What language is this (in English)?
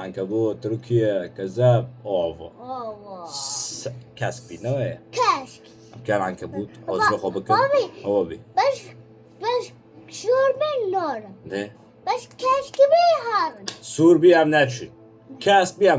Kurdish